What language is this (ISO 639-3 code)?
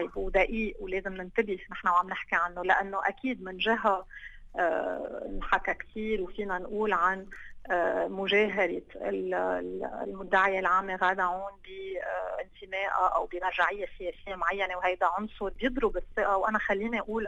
apc